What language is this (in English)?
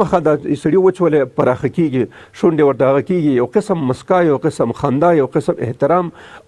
Pashto